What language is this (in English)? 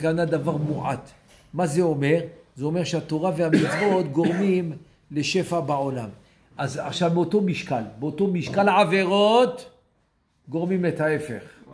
Hebrew